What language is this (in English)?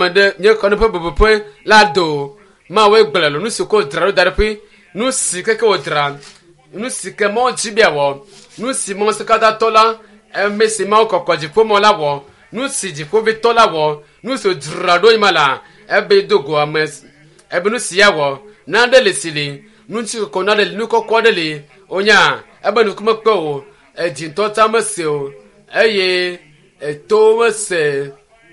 Ewe